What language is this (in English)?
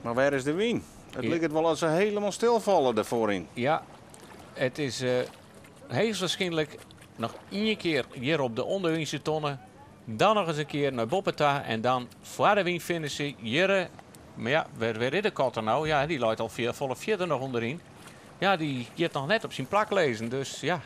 Western Frisian